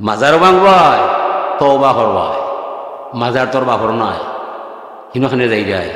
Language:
Sylheti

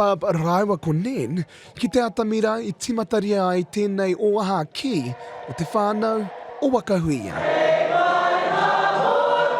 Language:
Māori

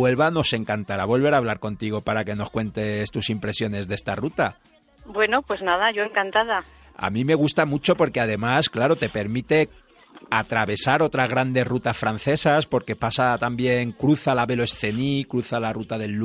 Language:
Spanish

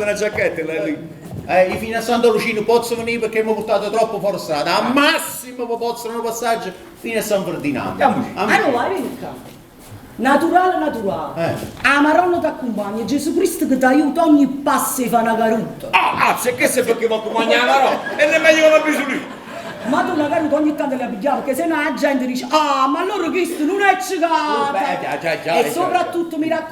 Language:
Neapolitan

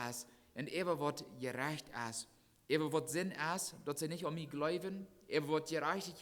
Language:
Plautdietsch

